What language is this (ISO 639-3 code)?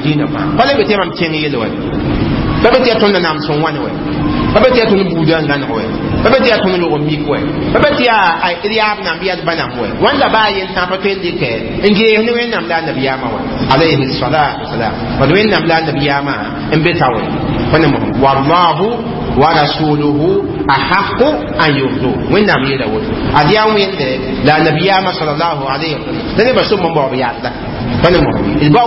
mos